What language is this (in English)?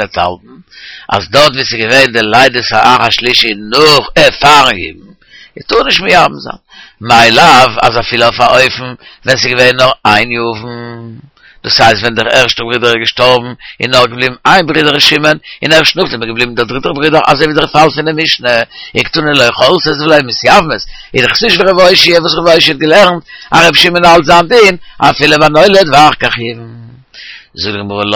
Yiddish